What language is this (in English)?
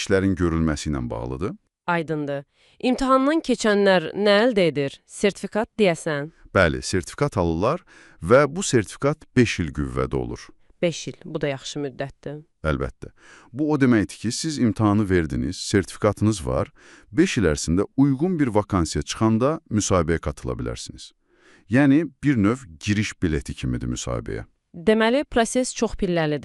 Azerbaijani